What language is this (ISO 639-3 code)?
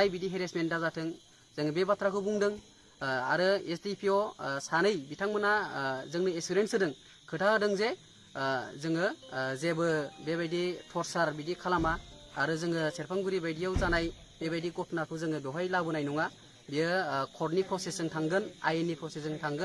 brx